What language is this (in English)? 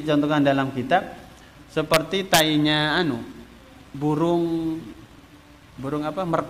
Indonesian